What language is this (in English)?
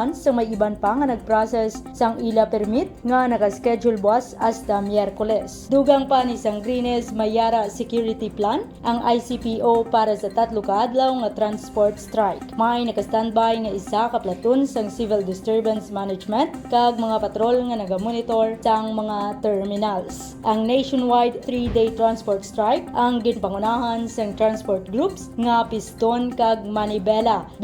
Hiligaynon